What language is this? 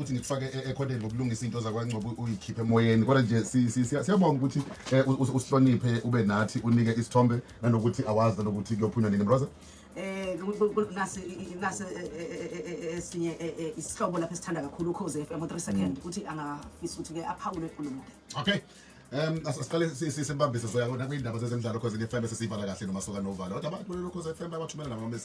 Zulu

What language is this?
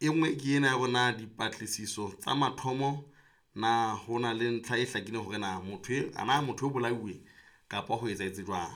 Southern Sotho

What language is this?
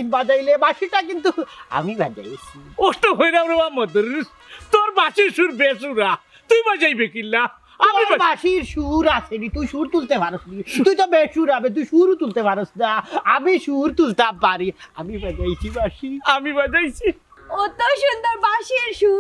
Sylheti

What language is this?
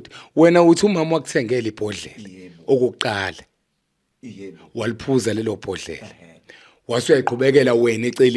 Zulu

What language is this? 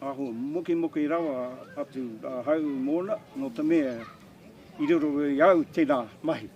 Māori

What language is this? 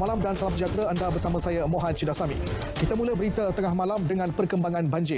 Malay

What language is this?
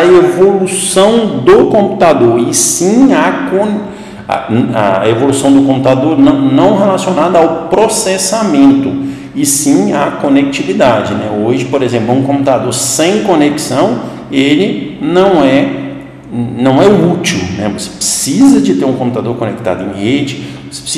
Portuguese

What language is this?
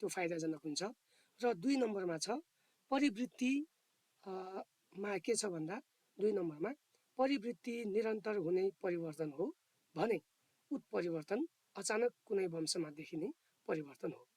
Nepali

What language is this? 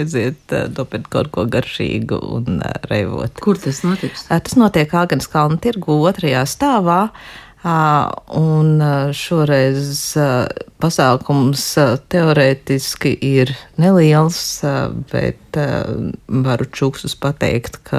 Latvian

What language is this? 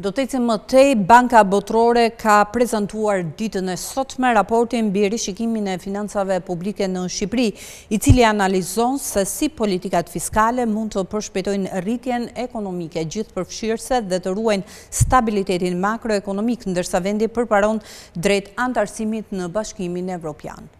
Albanian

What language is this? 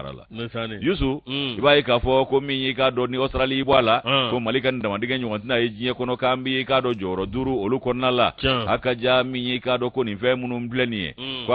Bambara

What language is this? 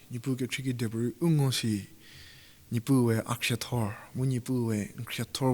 Angami Naga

